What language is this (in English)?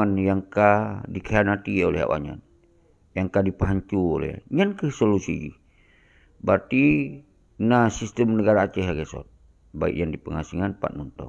Achinese